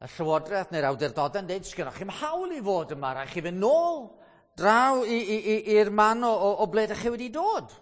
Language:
Welsh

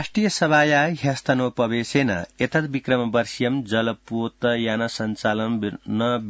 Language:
Sanskrit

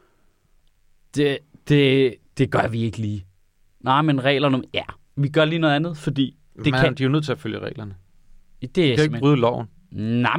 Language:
Danish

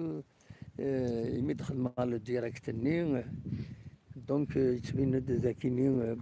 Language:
Kabyle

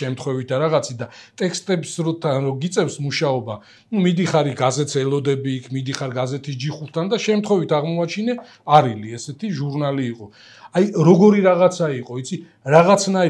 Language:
Georgian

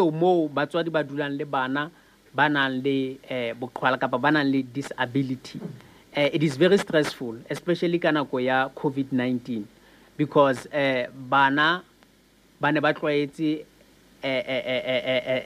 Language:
Southern Sotho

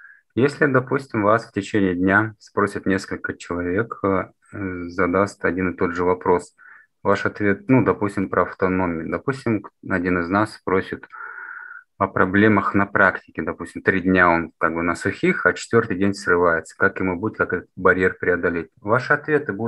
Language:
Russian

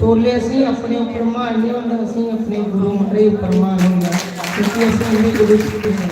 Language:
Dogri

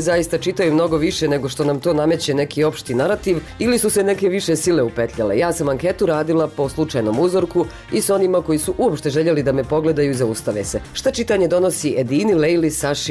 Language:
Bosnian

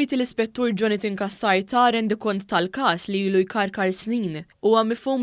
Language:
Maltese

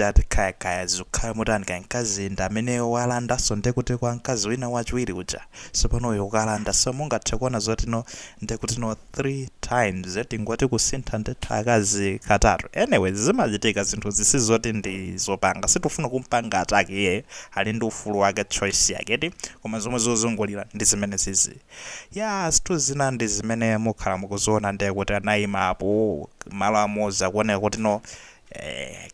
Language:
Nyanja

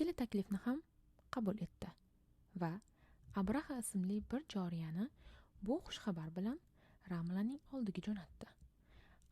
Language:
Uzbek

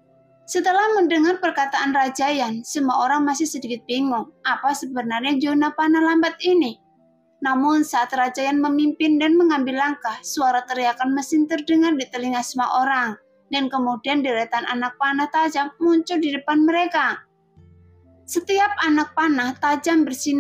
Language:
Indonesian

